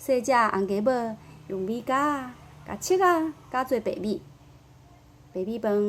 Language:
Min Nan Chinese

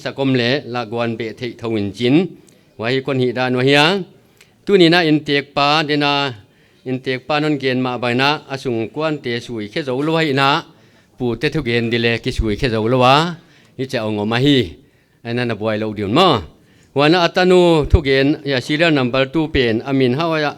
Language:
Paite Chin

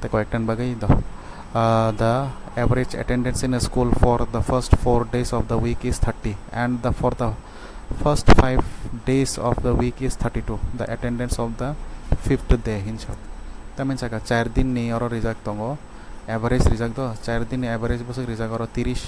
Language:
Kok Borok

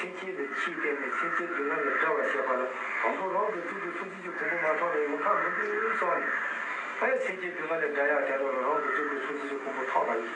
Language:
Tibetan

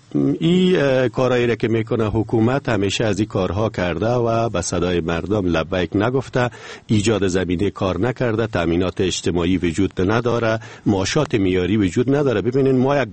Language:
Persian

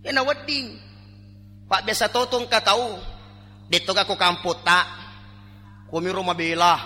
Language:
Buginese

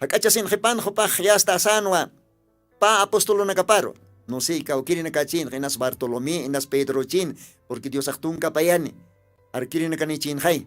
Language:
Aymara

